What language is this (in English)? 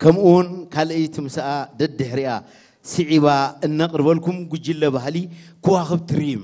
Tigrinya